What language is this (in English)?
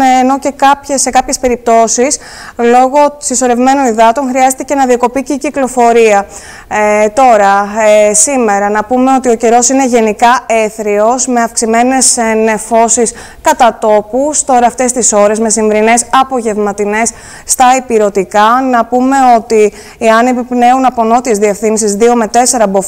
Greek